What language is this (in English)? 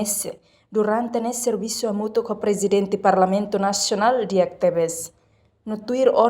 Tetum